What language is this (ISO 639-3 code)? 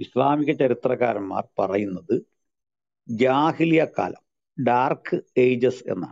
mal